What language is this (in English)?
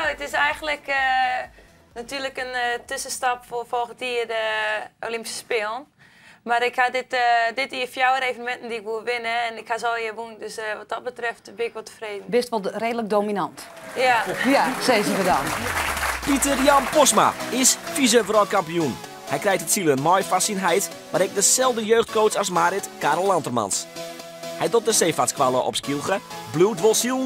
Western Frisian